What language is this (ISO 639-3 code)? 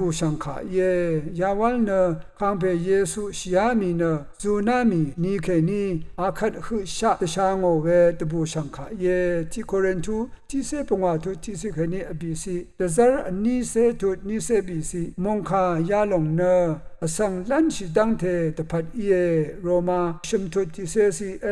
raw